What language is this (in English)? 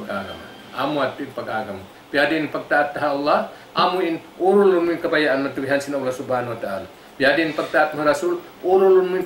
Tausug